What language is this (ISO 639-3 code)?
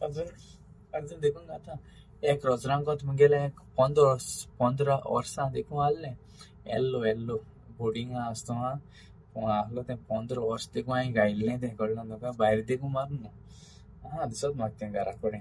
kok